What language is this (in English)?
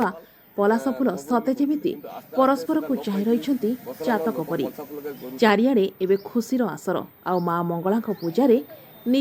Odia